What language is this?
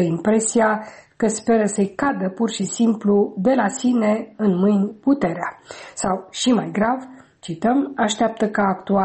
Romanian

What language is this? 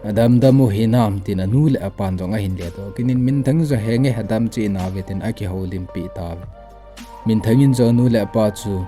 Thado Chin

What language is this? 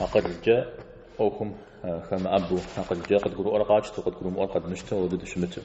Kabardian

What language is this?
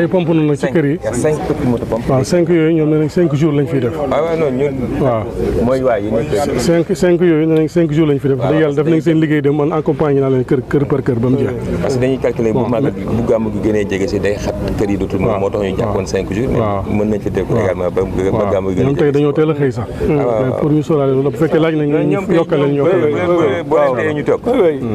Wolof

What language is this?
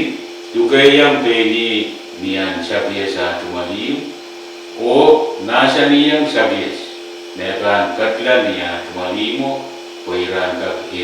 Pohnpeian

